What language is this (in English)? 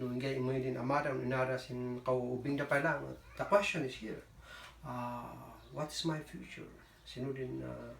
Kankanaey